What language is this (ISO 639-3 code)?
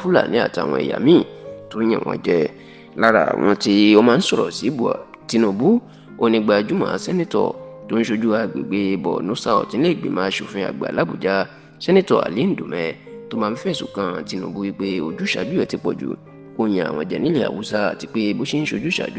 yor